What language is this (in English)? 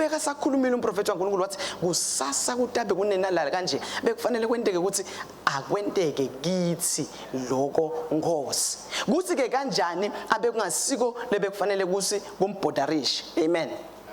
Swati